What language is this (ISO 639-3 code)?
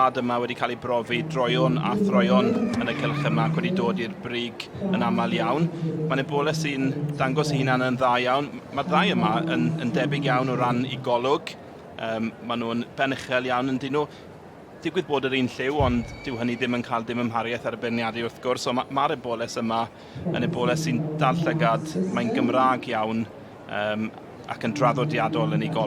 cym